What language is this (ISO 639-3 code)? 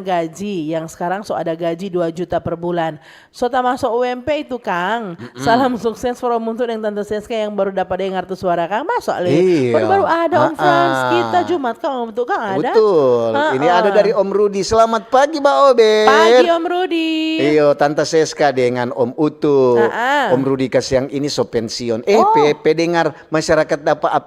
xmm